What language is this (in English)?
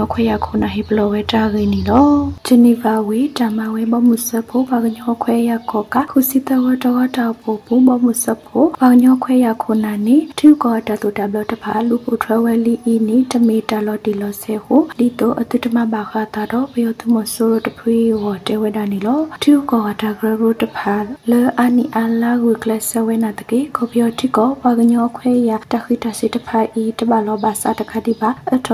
Burmese